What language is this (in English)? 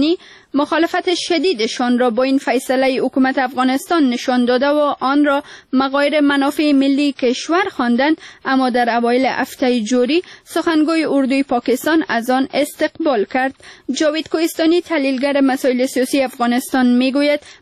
Persian